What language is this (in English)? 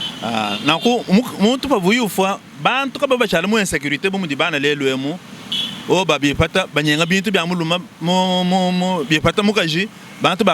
Luba-Lulua